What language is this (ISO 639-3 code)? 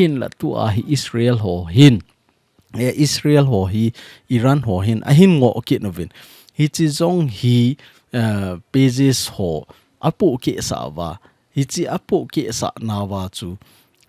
tcz